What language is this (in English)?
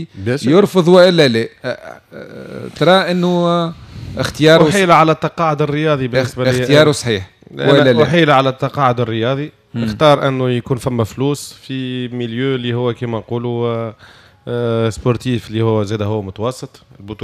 Tunisian Arabic